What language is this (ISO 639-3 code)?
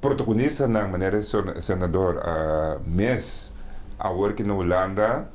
pap